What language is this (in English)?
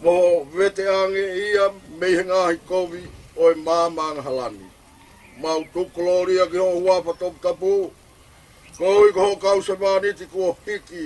Tongan